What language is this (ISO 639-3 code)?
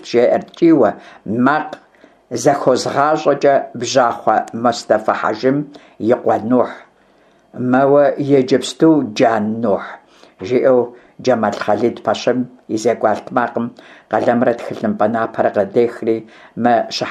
kbd